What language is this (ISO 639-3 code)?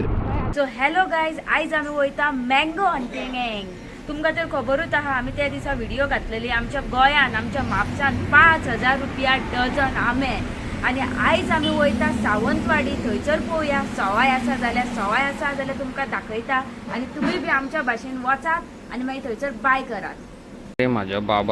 kok